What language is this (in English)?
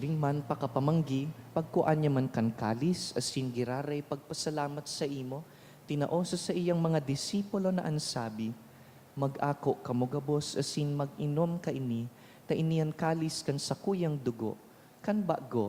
Bikol